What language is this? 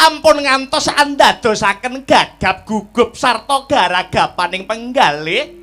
Javanese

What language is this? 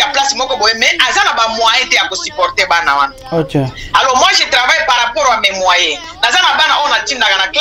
Lingala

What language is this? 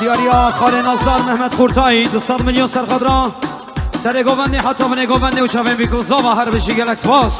Kurdish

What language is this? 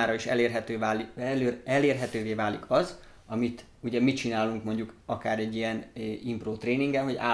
Hungarian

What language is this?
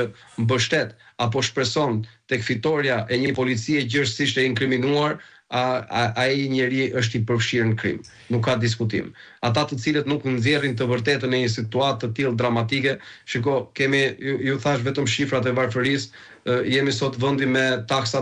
Albanian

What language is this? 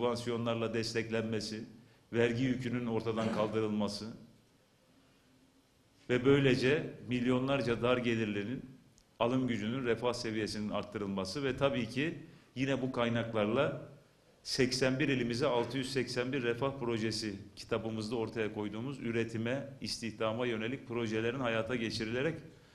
Turkish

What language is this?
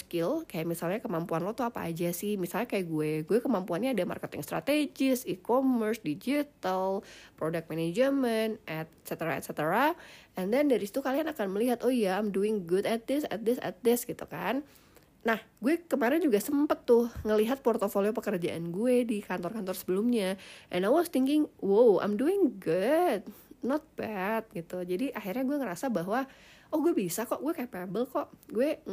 Indonesian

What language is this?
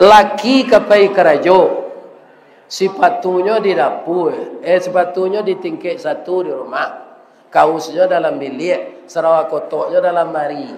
Minangkabau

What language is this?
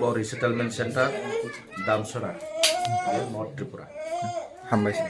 Riang (India)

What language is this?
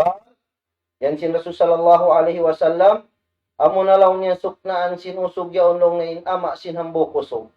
Tausug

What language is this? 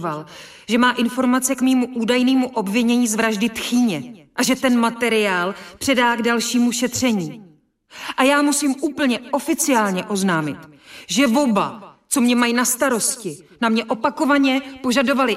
Czech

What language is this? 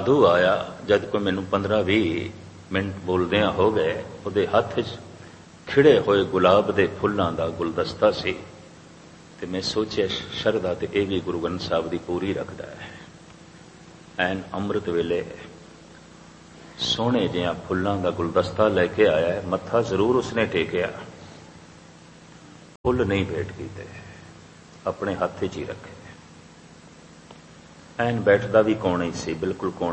Punjabi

